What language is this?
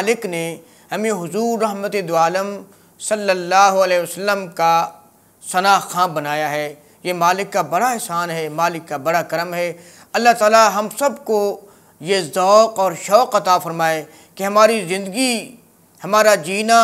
Urdu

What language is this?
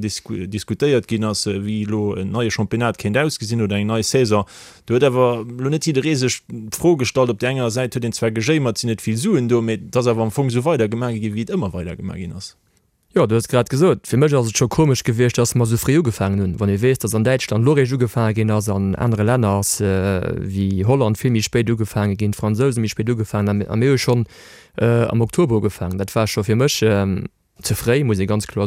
Luxembourgish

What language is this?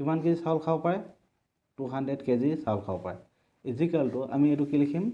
Assamese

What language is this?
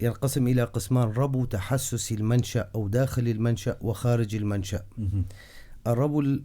North Levantine Arabic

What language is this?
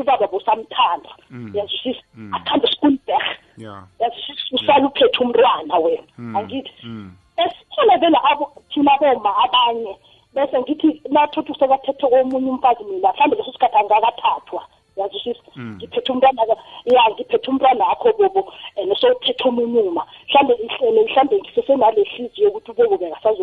South Ndebele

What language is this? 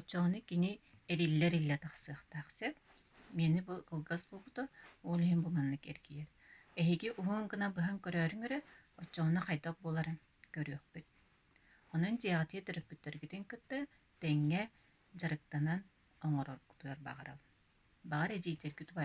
Yakut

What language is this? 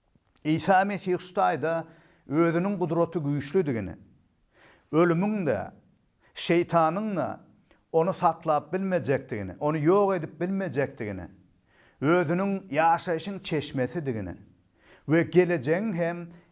Turkmen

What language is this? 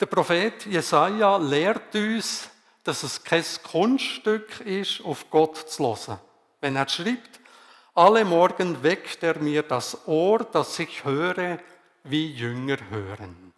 Swiss German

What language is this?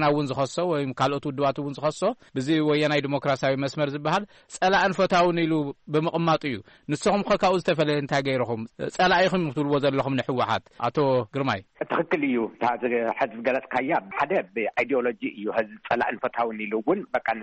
Tigrinya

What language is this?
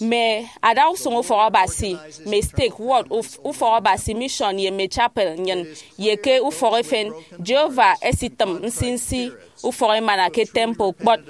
Efik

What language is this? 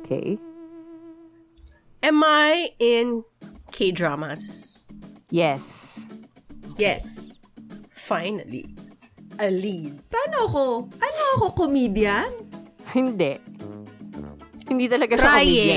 Filipino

